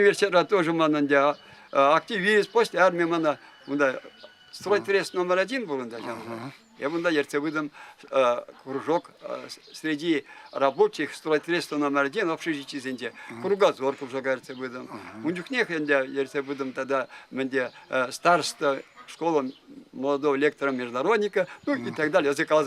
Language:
Chuvash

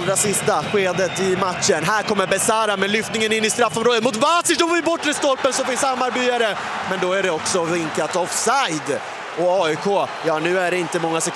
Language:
Swedish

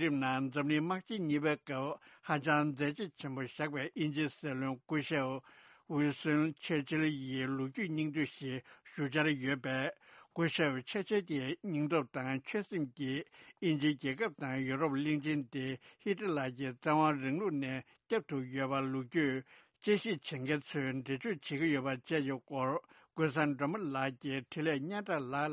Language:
Tibetan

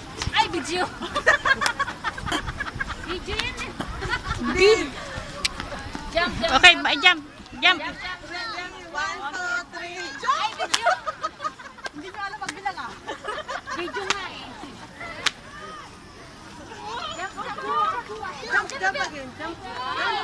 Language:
Filipino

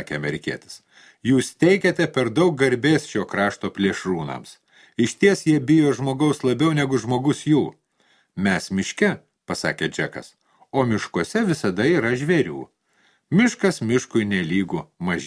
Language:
Lithuanian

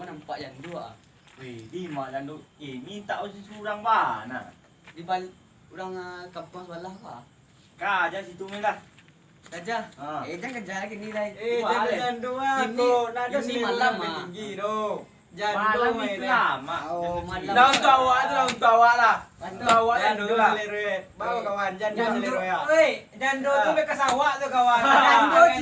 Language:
Minangkabau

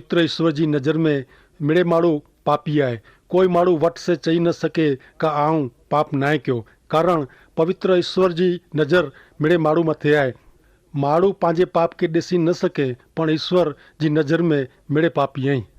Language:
Kachhi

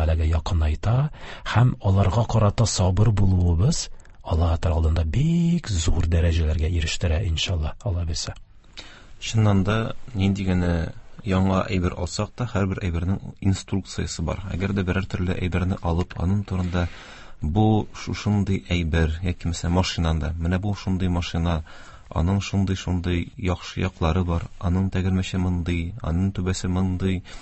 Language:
Tatar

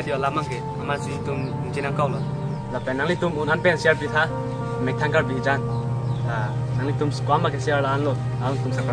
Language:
Karbi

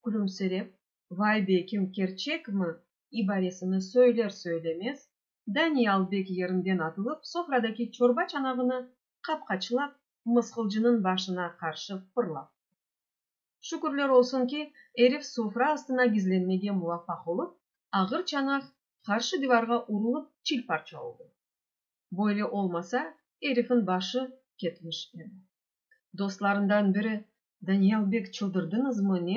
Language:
Crimean Tatar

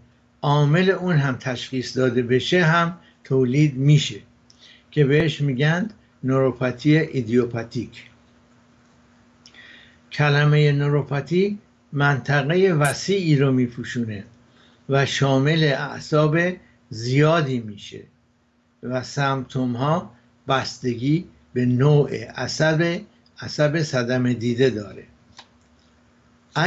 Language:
Persian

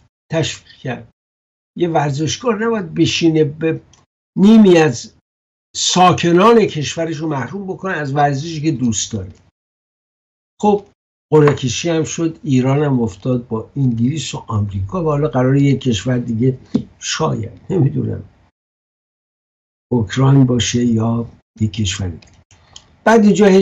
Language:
Persian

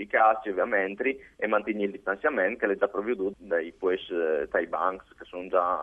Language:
Friulian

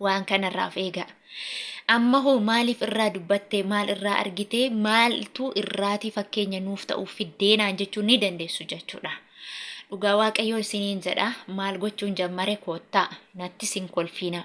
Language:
Oromo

